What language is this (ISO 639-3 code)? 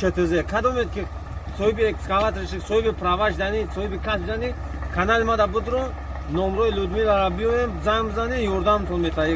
tgk